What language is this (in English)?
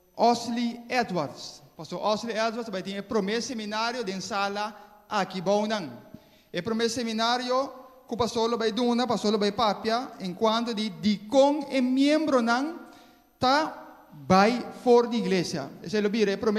Papiamento